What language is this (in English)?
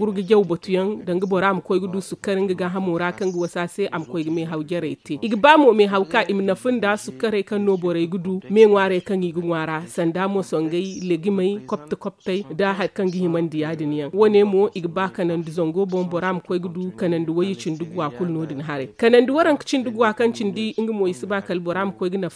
Zarma